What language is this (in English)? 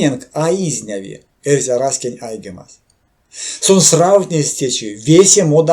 Erzya